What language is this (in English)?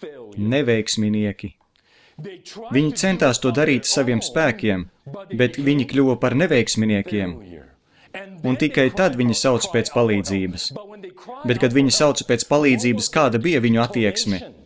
Latvian